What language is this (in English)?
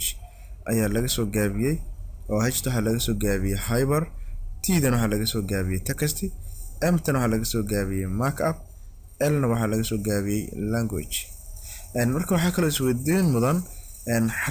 Somali